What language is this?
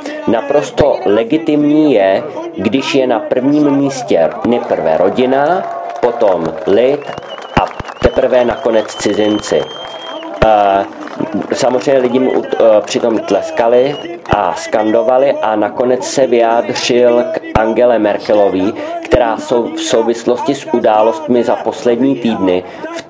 Czech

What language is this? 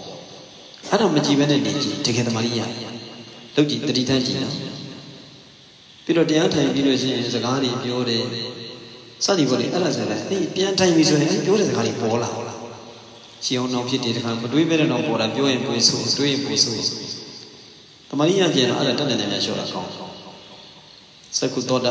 Burmese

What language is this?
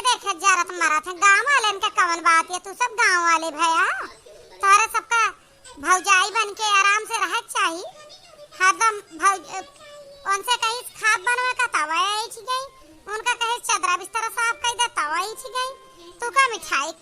Awadhi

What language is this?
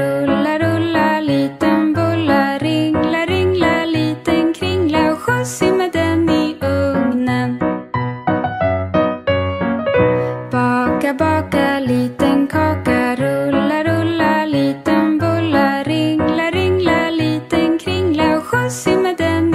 Swedish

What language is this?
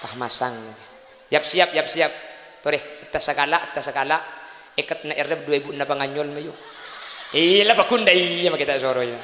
Madurese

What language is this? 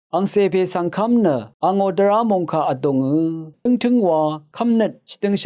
Rawang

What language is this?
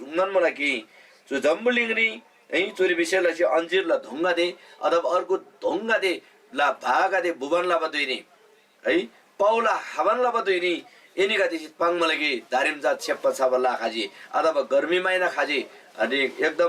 Eastern Tamang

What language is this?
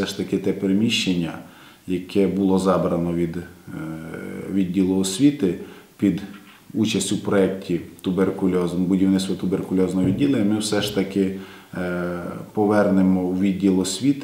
Ukrainian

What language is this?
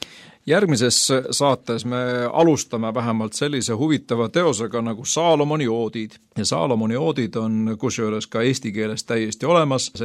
Estonian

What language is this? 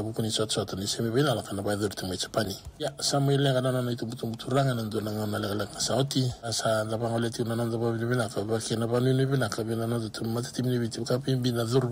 Fijian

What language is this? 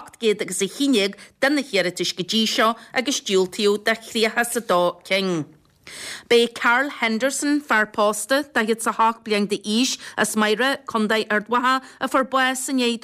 Irish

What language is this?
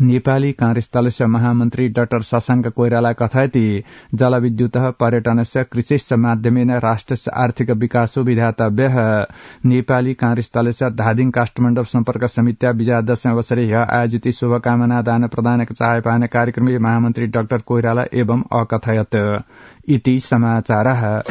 Sanskrit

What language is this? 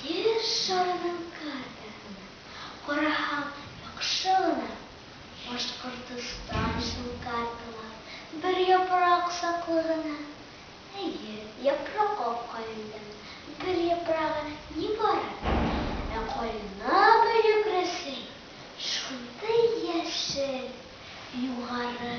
Bashkir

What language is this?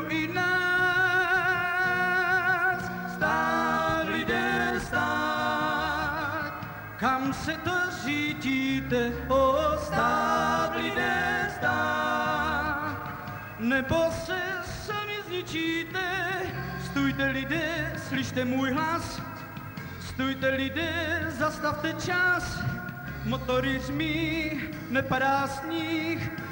Czech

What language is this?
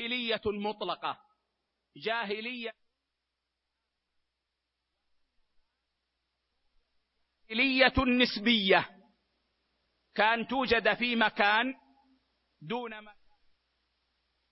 Arabic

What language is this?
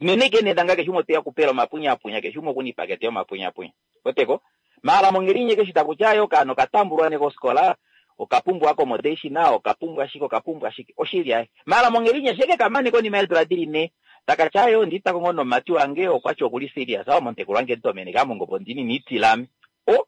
Kuanyama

